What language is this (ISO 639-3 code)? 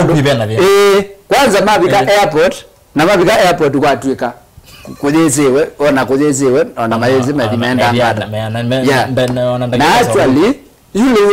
kam